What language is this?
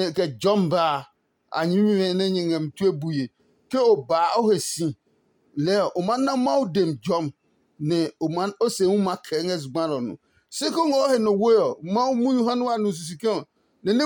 Adangme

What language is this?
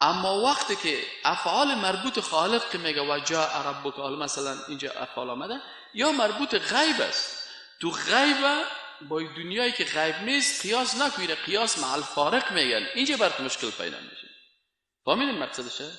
Persian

